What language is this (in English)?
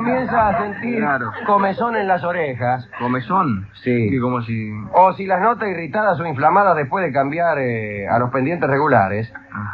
Spanish